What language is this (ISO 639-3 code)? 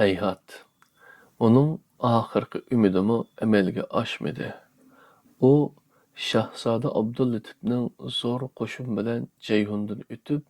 uig